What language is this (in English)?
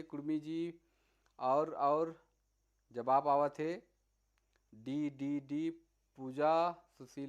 Sadri